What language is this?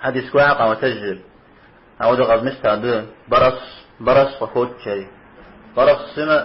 Kabardian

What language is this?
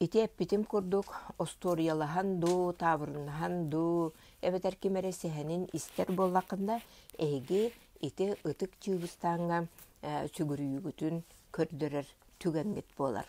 Yakut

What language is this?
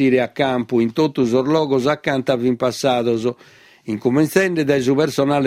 Sardinian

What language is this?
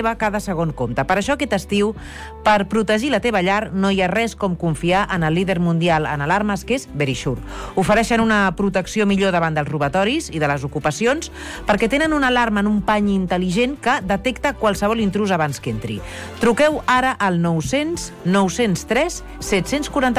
Catalan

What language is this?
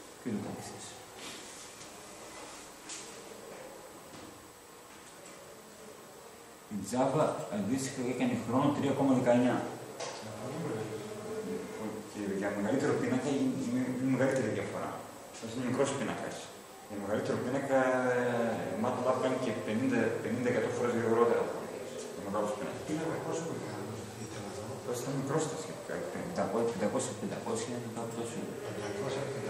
Greek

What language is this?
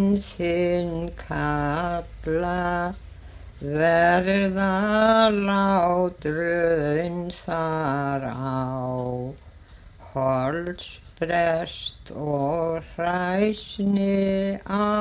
Icelandic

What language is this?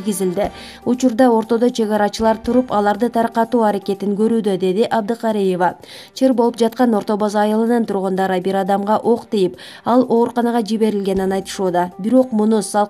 Kyrgyz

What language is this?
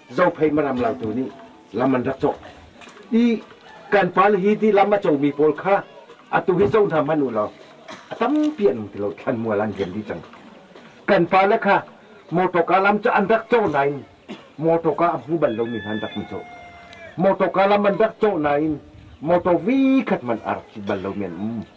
Hakha Chin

